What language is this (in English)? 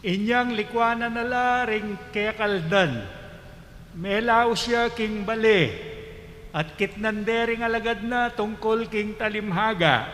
Pampanga